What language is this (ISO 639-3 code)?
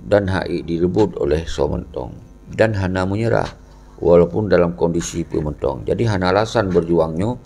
ace